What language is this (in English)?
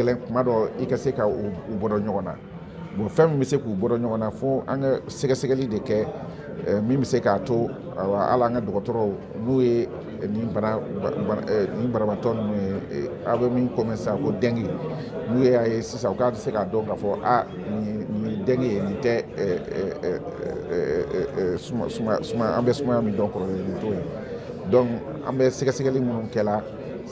Bambara